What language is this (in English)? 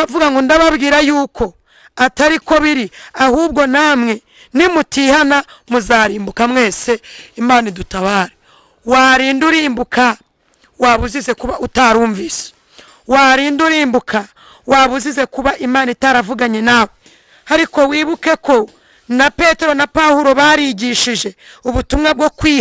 Kinyarwanda